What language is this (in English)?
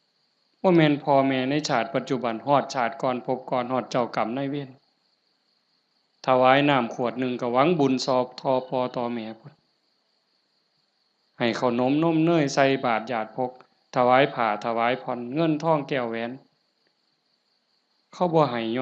Lao